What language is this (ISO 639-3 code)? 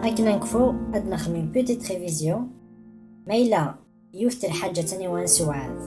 kab